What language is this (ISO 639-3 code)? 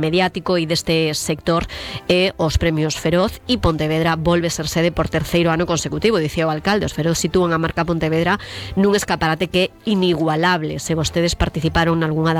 glg